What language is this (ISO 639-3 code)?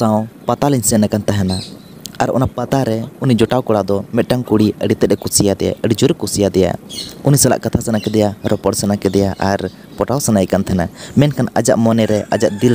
sat